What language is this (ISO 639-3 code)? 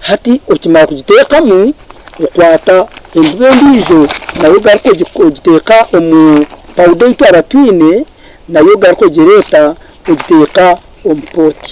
nyn